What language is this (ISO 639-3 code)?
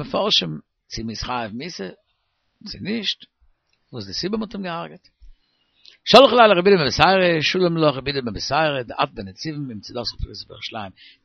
yid